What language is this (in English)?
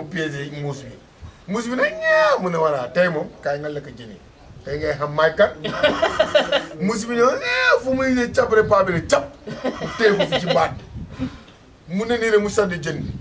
Wolof